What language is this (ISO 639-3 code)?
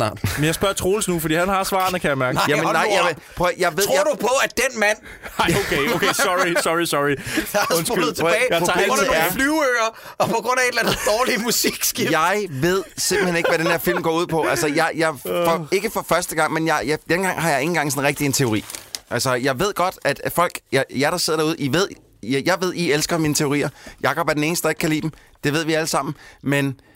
dan